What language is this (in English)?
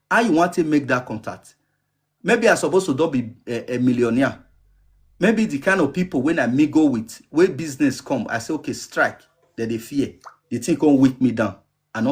Nigerian Pidgin